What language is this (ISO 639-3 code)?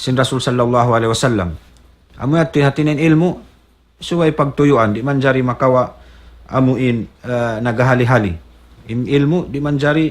tsg